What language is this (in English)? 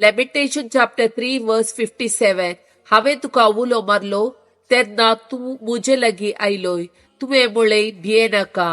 Konkani